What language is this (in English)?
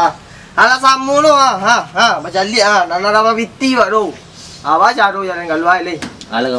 Minangkabau